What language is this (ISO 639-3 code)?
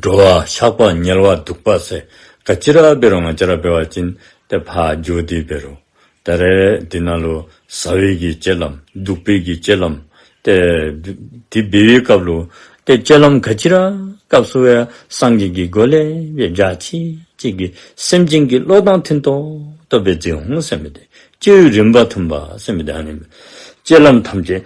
dzo